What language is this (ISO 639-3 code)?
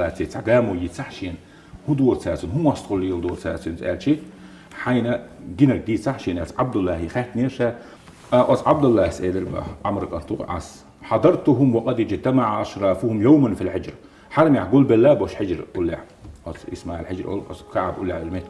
che